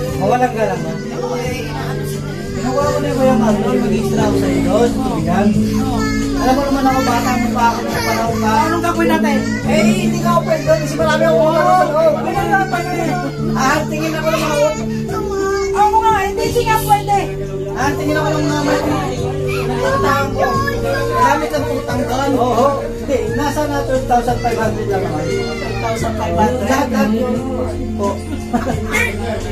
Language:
Filipino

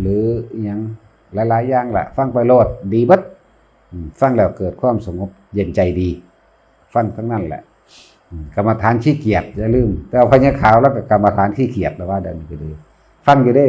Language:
Northeastern Thai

